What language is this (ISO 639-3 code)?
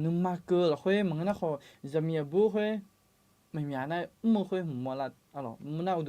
ahk